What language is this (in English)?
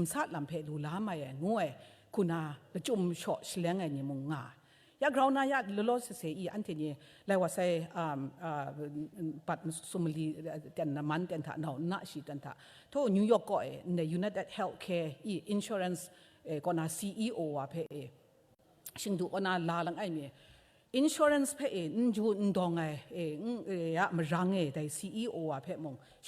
Kachin